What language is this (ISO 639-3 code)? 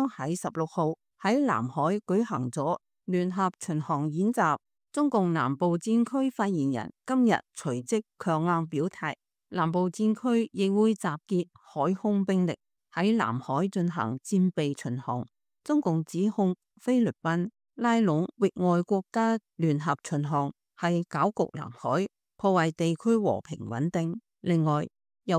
yue